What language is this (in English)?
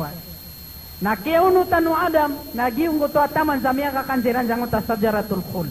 Maranao